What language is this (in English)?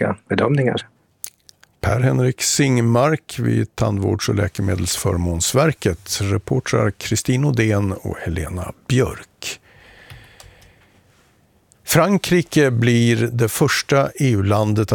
Swedish